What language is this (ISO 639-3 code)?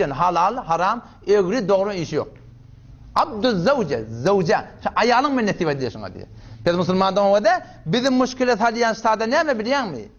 tuk